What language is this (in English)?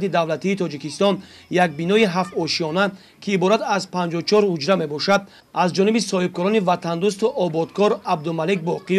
Tajik